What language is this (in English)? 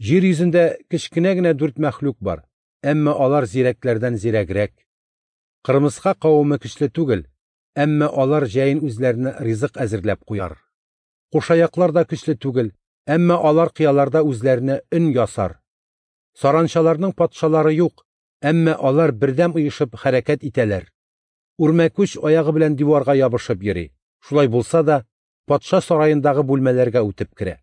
Tatar